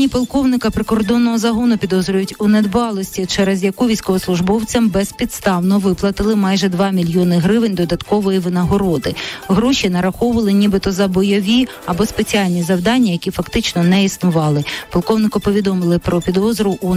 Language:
Ukrainian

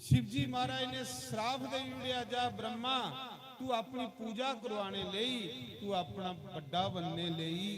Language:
Dogri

